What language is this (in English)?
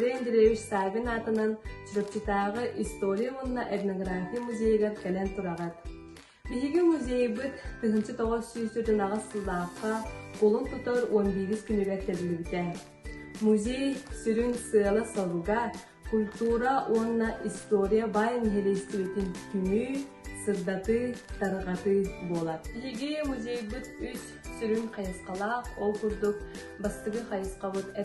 Yakut